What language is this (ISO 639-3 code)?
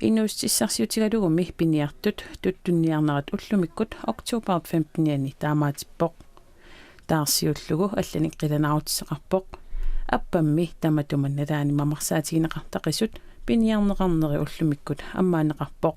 kal